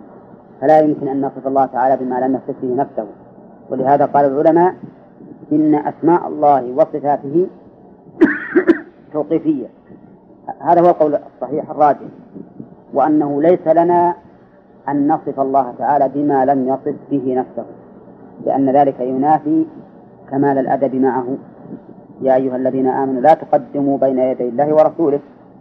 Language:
Arabic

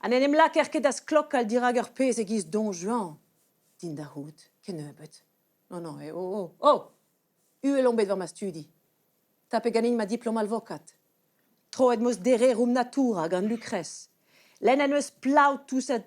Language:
Breton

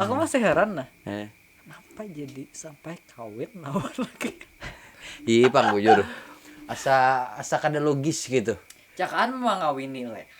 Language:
Banjar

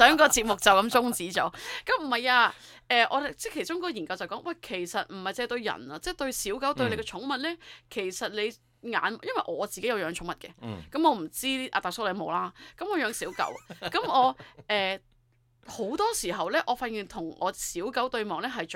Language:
Cantonese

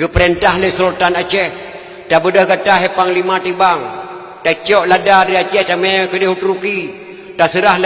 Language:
Achinese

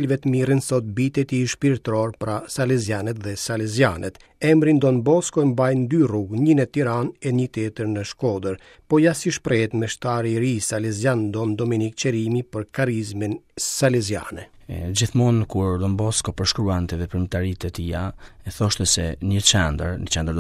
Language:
Albanian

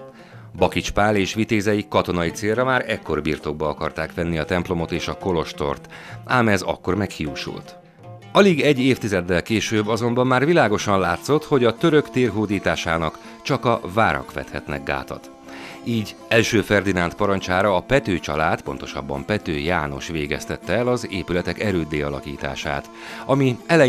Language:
Hungarian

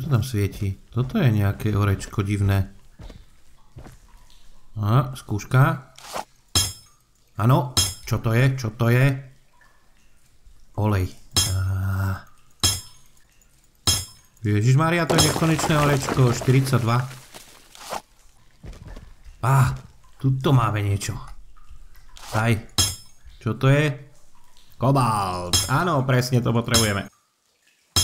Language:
Slovak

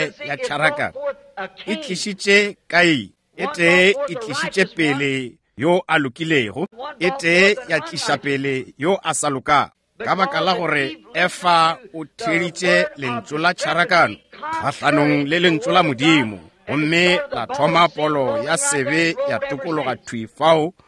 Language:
Northern Sotho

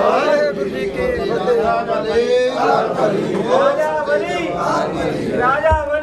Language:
Punjabi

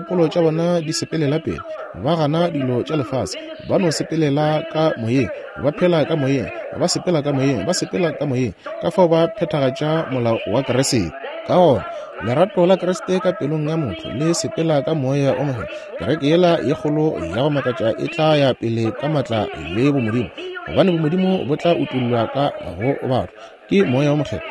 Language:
Northern Sotho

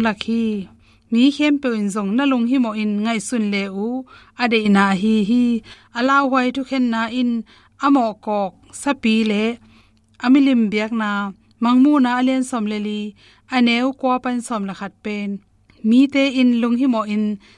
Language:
Tedim Chin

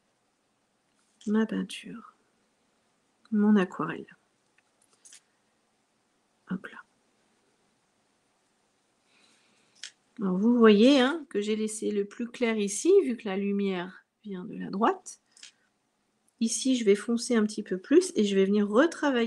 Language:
French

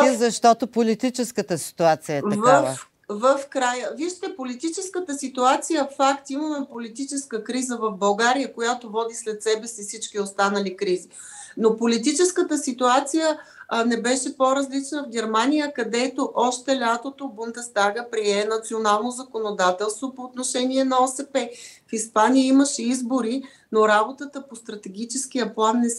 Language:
Bulgarian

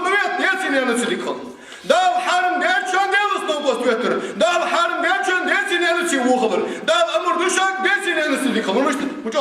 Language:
Ingush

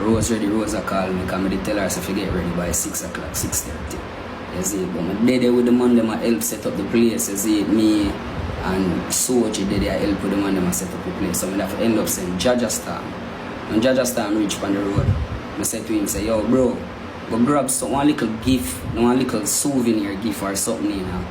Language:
Jamaican Creole English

